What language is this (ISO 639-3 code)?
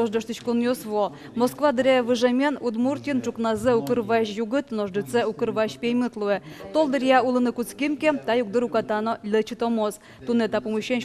udm